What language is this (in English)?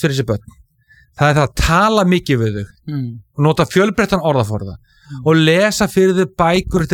Icelandic